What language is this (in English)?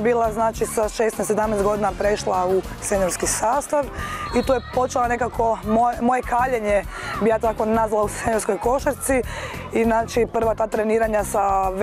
Croatian